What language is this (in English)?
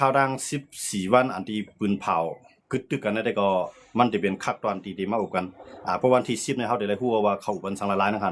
Shan